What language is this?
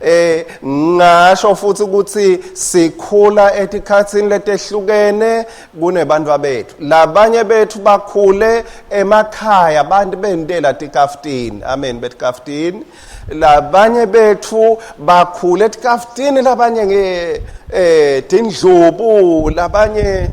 Swati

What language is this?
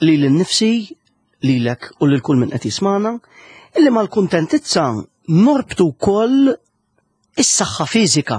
Maltese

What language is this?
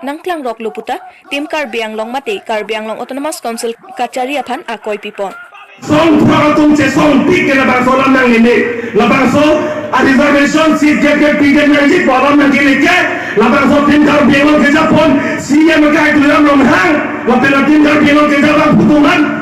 Karbi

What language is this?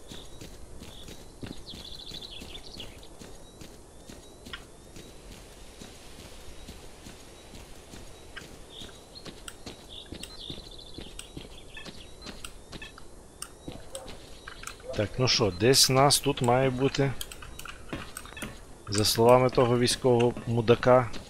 Ukrainian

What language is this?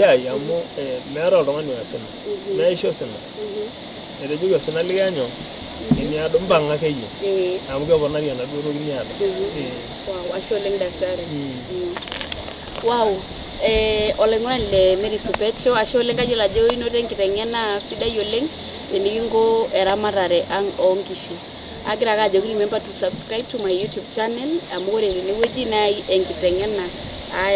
Masai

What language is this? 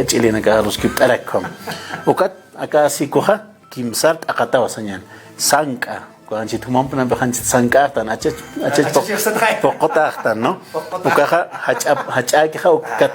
Aymara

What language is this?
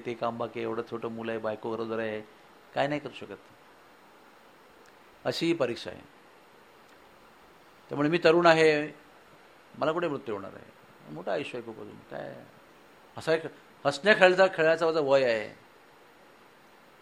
Marathi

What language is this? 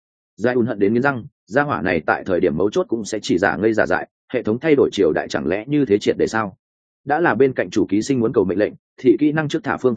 Vietnamese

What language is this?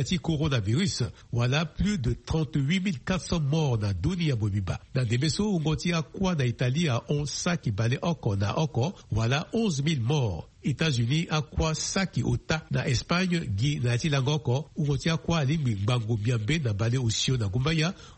Sango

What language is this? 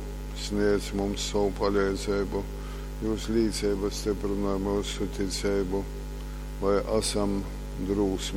Latgalian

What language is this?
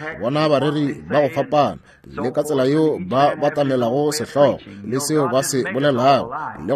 Northern Sotho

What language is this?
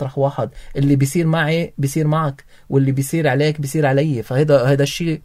North Levantine Arabic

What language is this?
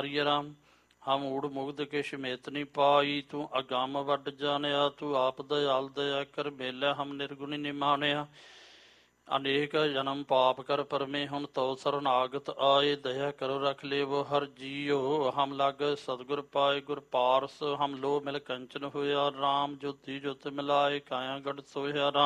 Punjabi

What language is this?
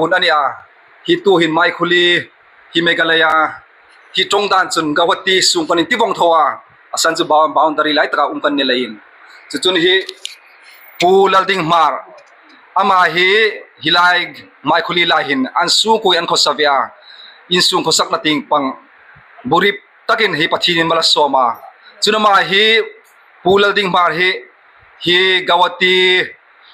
Hmar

